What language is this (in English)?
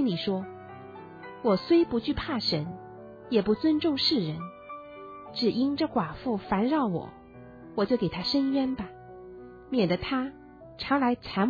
Chinese